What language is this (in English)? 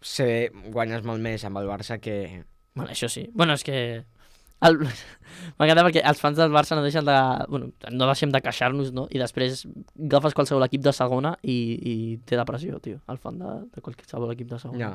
Catalan